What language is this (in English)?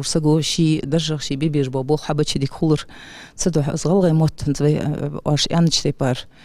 Ingush